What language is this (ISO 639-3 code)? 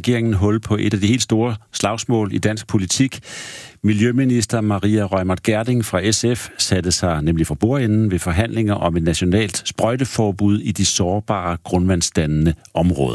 dan